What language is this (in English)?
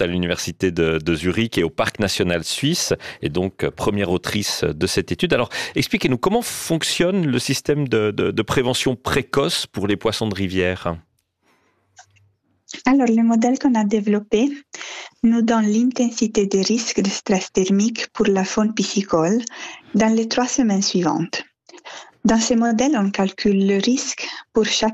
French